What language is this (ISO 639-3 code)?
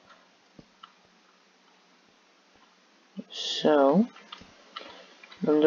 nld